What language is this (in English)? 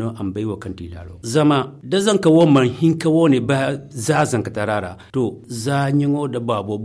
Zarma